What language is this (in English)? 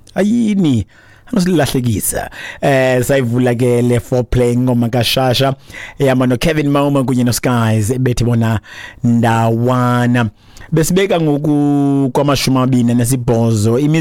Xhosa